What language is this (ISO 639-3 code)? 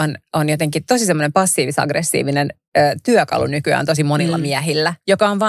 fin